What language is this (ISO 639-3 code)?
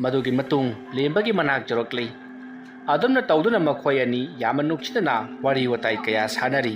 mni